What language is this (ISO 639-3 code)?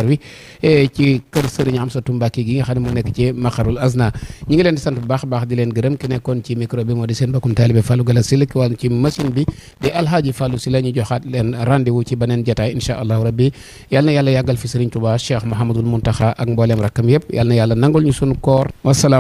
wol